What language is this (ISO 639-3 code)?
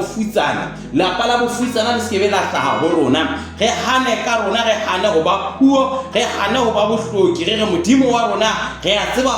sot